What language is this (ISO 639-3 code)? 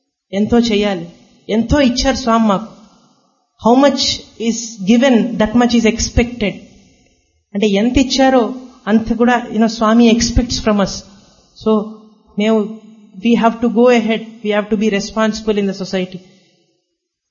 tel